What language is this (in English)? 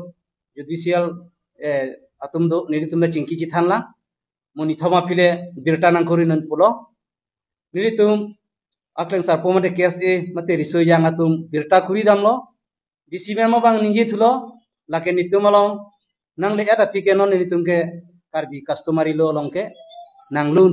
Karbi